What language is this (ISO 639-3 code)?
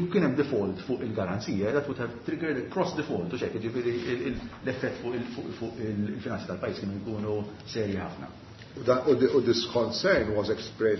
mlt